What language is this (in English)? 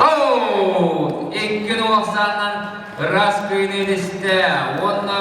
Yakut